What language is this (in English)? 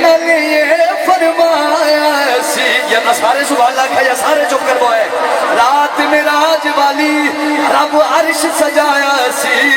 Saraiki